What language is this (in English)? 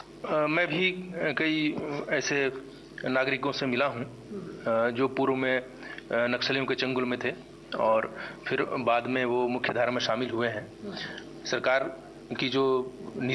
Hindi